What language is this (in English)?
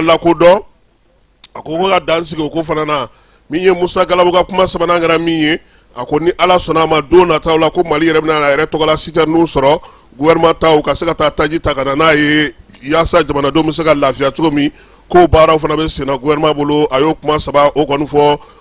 Bambara